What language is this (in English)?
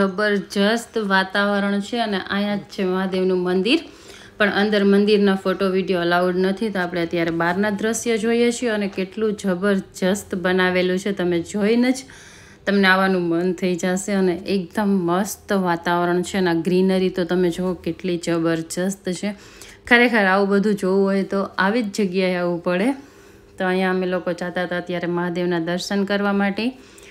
Gujarati